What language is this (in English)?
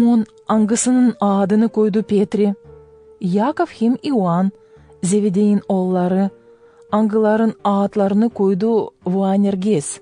Gagauz